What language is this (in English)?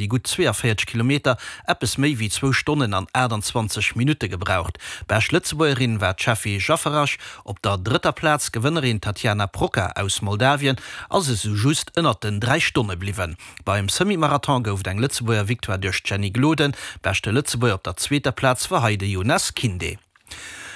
Luxembourgish